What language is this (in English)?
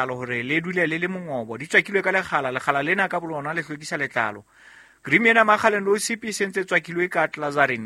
Southern Sotho